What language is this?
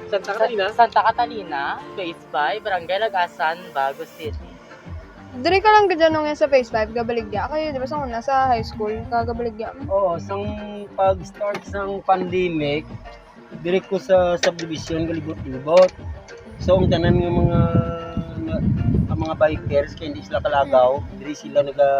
Hiligaynon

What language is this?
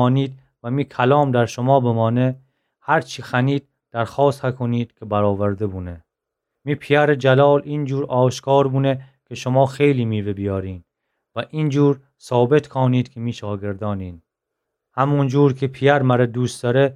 Gilaki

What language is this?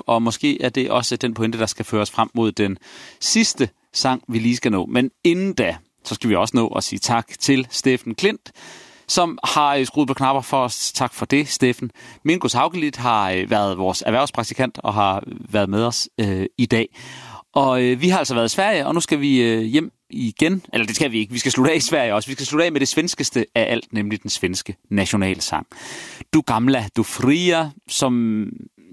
Danish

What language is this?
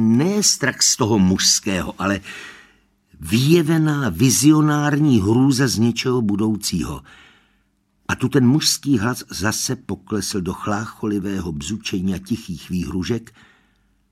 Czech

